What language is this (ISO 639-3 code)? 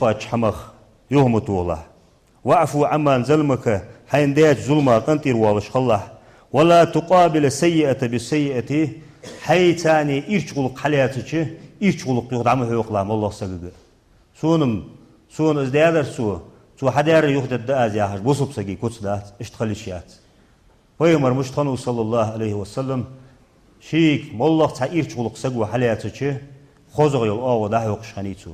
inh